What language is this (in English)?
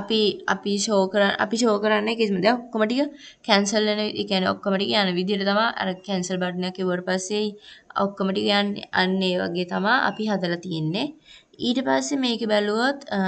Sinhala